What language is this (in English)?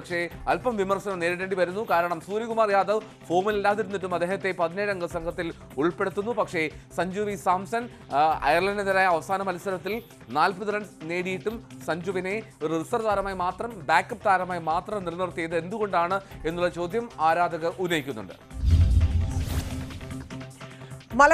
Malayalam